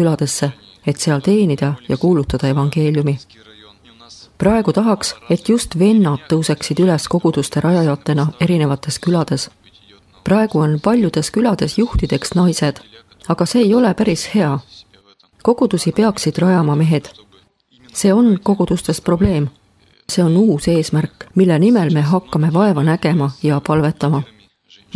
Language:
Estonian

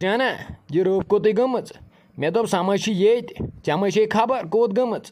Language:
Kashmiri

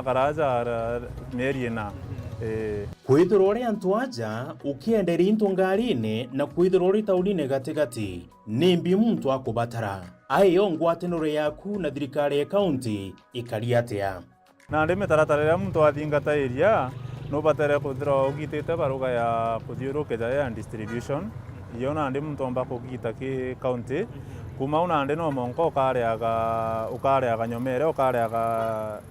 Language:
Meru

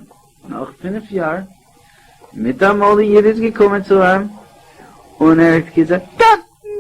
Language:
Yiddish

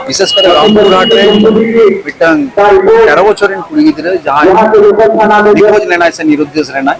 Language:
Santali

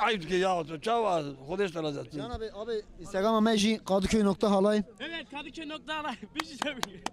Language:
Kurdish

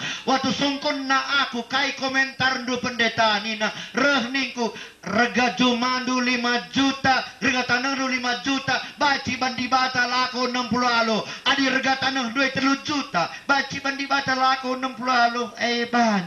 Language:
Batak Karo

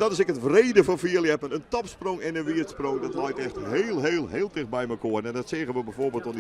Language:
Western Frisian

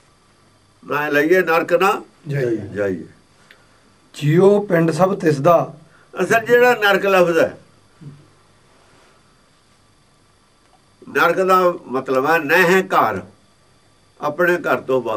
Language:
Punjabi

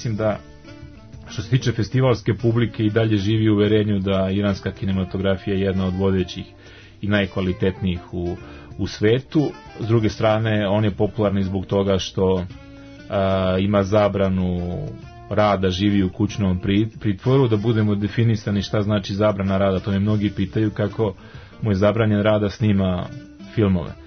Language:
Serbian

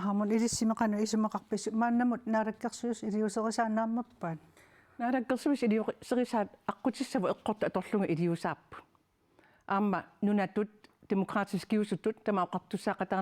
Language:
Kalaallisut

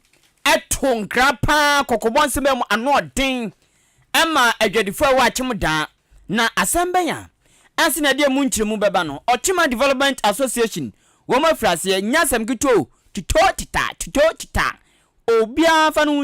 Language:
Akan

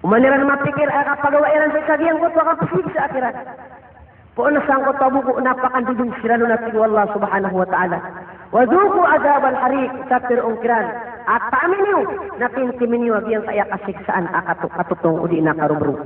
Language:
Maranao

